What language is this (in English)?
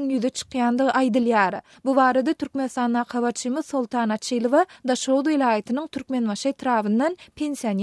Turkmen